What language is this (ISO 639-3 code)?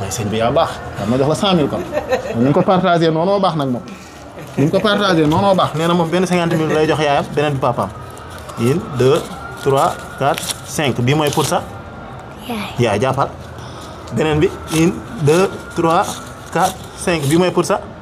wol